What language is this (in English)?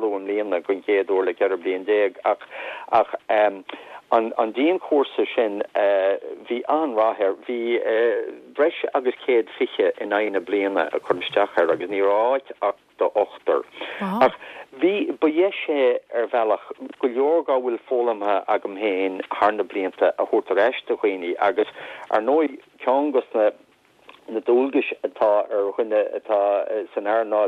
Irish